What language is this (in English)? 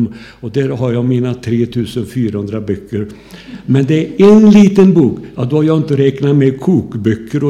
Swedish